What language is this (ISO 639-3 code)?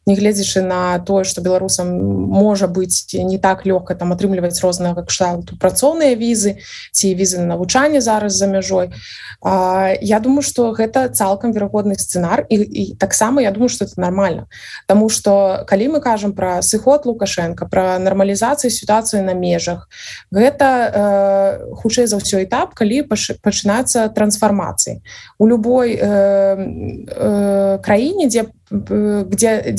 bel